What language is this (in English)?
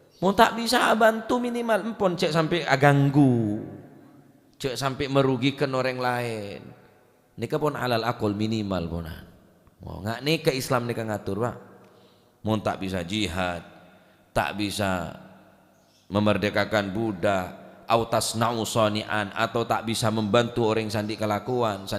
Madurese